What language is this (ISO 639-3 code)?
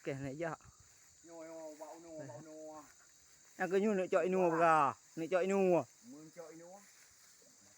ace